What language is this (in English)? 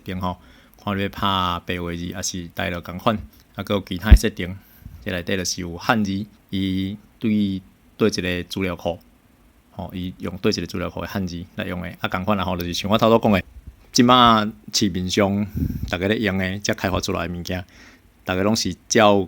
Min Nan Chinese